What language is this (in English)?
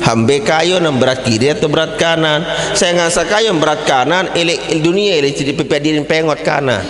Sasak